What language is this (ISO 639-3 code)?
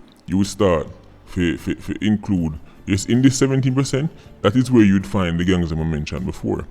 jam